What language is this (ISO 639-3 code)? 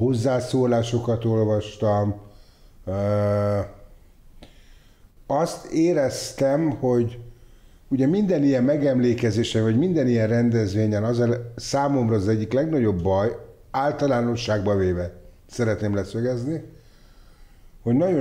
hun